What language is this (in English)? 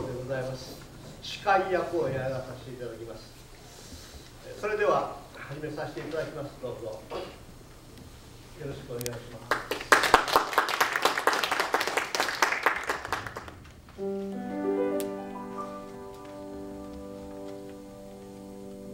Japanese